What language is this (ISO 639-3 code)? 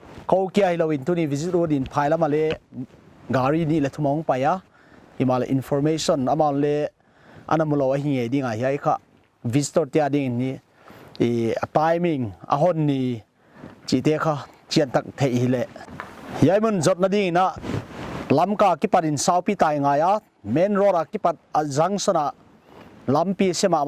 pck